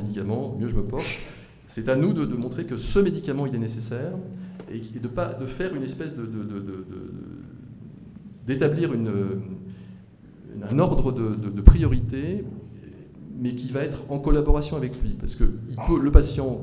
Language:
French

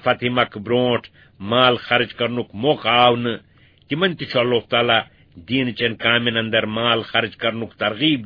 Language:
Kashmiri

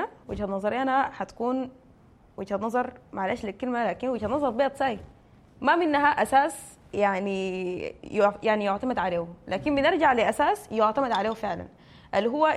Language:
Sudanese Arabic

